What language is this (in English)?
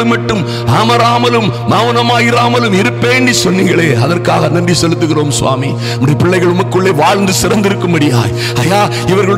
Tamil